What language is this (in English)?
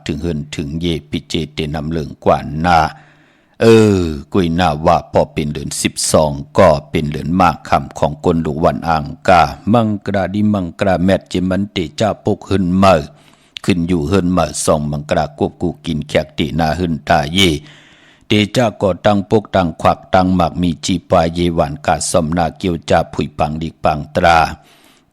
Shan